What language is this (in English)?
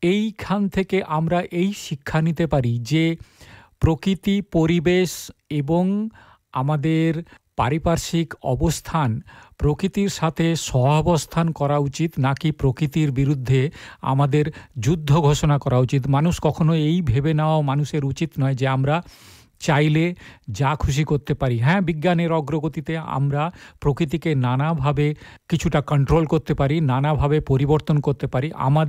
Bangla